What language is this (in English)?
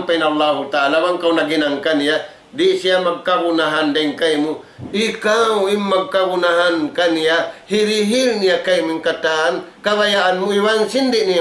Tausug